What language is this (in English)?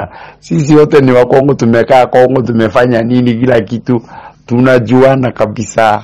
Swahili